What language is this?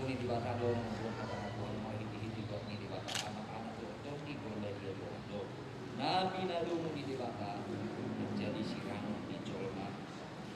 Batak Toba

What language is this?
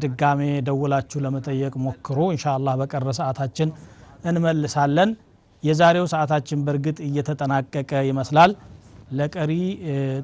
Amharic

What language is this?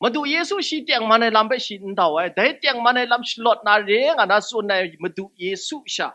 Kachin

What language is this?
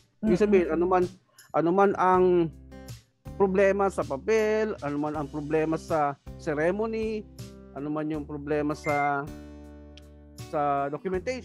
Filipino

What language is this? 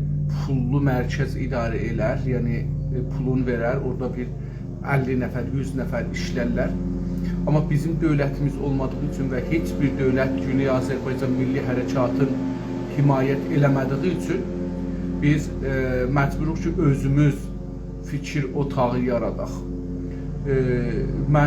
South Azerbaijani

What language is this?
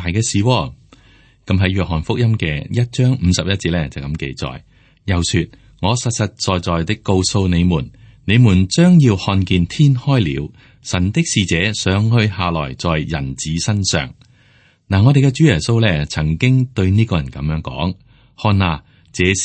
Cantonese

